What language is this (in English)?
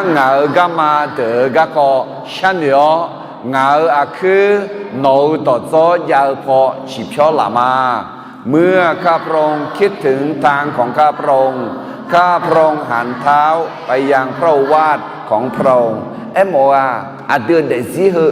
Akha